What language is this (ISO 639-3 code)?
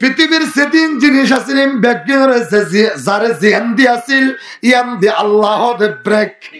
rhg